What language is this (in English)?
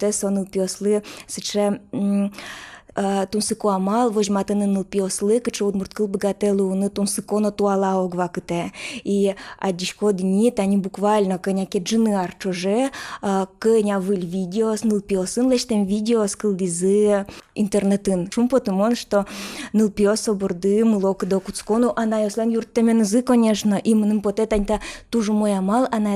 Udmurt